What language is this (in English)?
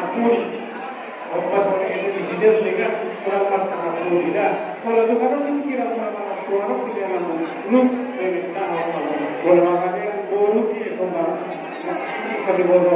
Batak Toba